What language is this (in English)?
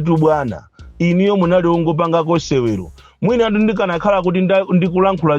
Nyanja